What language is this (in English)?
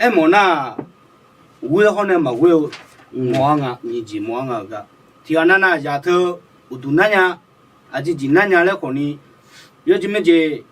Akha